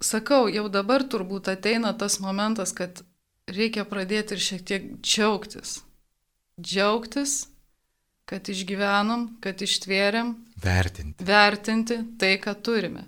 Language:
Lithuanian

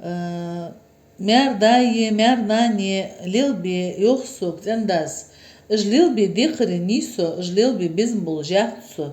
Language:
Ingush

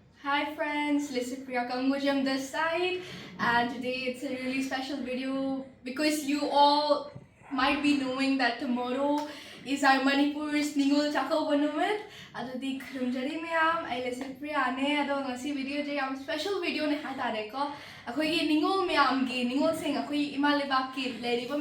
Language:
Manipuri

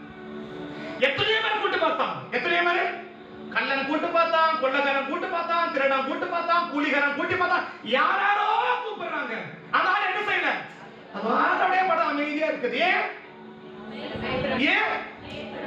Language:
Tamil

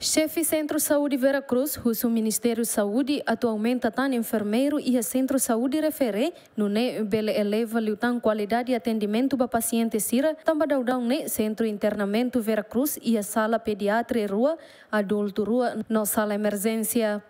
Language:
Tetum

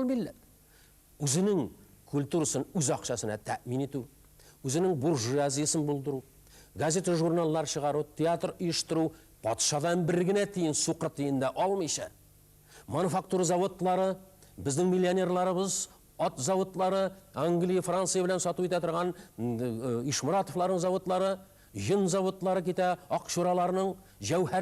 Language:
Tatar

